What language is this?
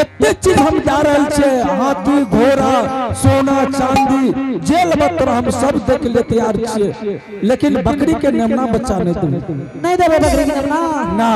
Angika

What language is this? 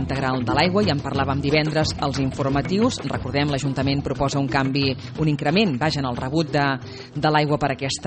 Catalan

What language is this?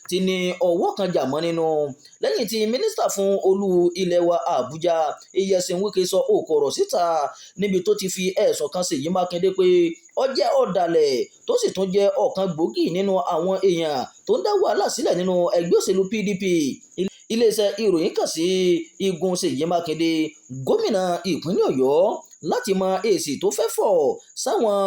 Yoruba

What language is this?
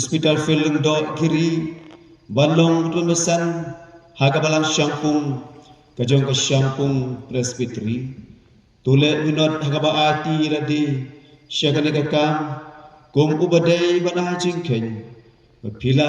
Khasi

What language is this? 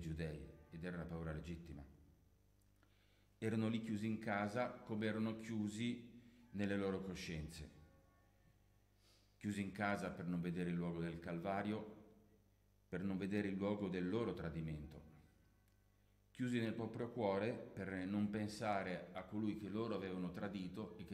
Italian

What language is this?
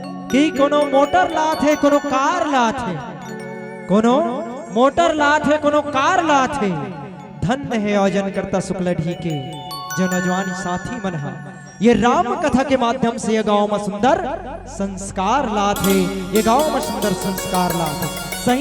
Chhattisgarhi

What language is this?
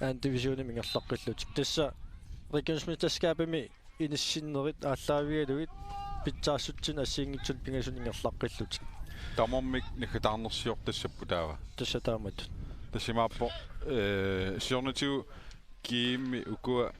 Kalaallisut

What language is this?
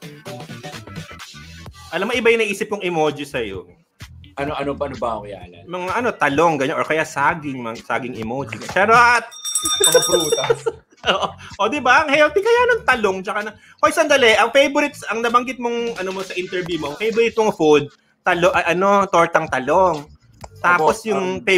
Filipino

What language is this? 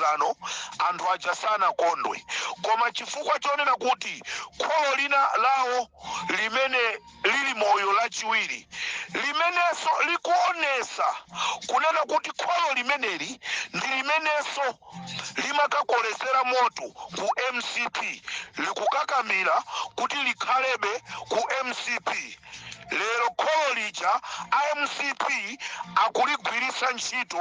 Nyanja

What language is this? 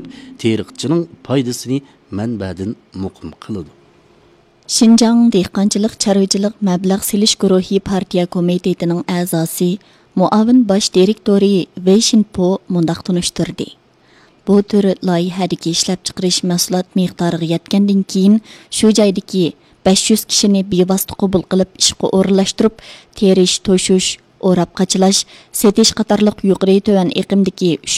Uyghur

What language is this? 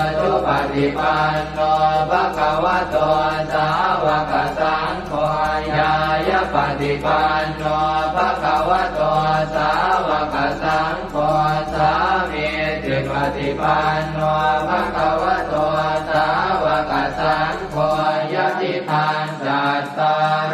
Pali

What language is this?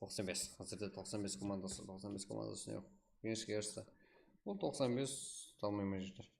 Kara-Kalpak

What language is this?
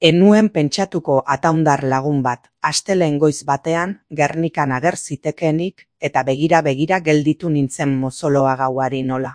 Basque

